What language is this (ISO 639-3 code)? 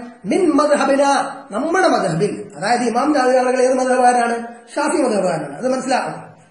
mal